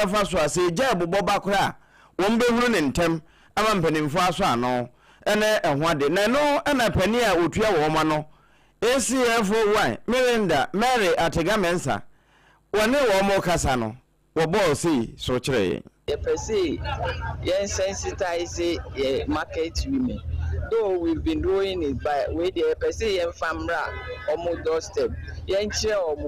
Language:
Akan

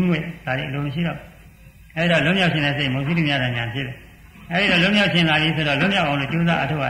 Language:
Burmese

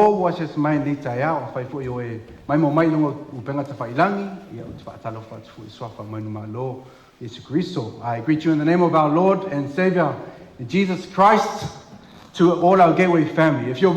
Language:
Samoan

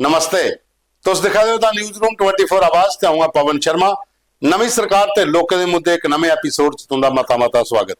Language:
Dogri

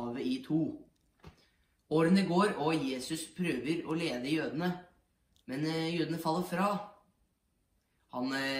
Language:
Norwegian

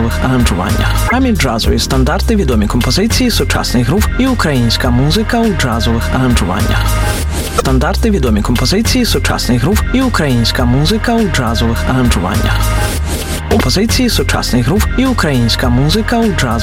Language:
Ukrainian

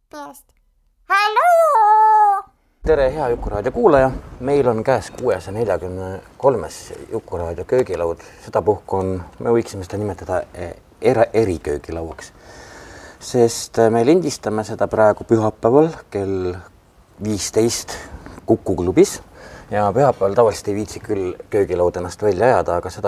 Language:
Estonian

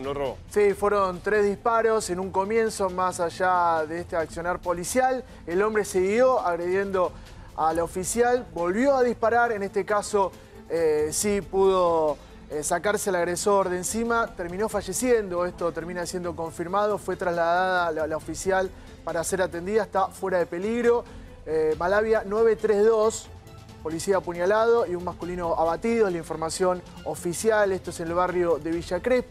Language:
Spanish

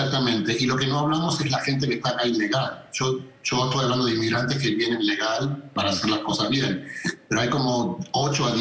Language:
Spanish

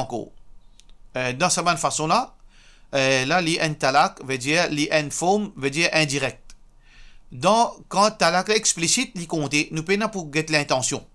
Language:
Morisyen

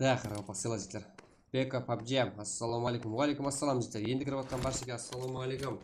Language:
Kara-Kalpak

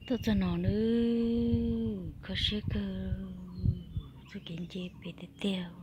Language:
Hmong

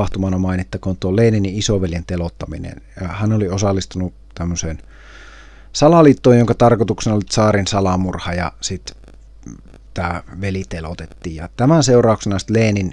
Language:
Finnish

